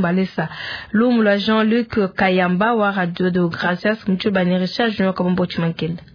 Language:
Luba-Lulua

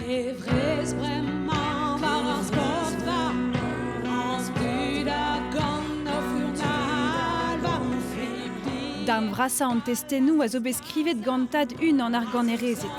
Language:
Breton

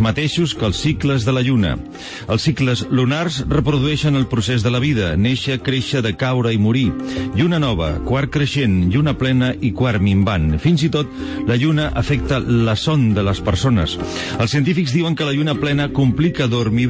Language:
Catalan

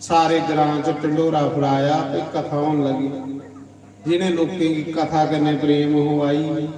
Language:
Dogri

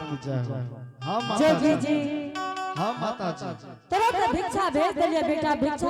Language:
Angika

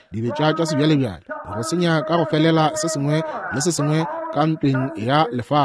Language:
Northern Sotho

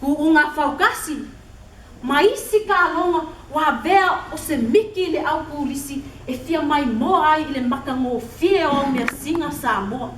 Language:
Samoan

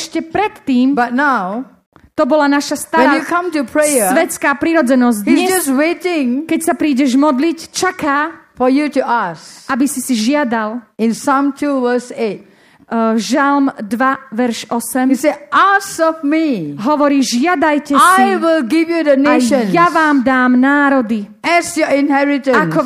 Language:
Slovak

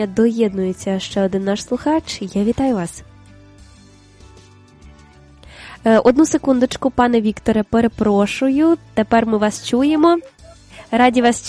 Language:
Ukrainian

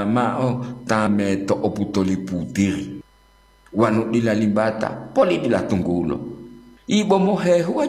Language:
Gorontalo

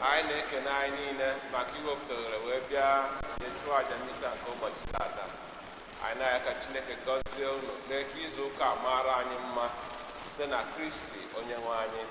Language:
Igbo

